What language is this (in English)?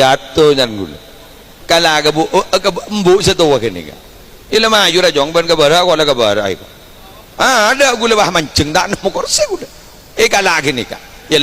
Madurese